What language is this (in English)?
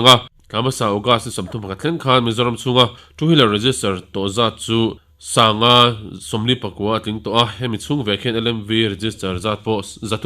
Mizo